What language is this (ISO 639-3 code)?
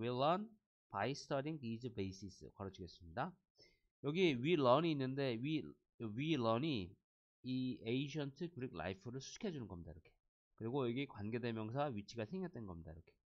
kor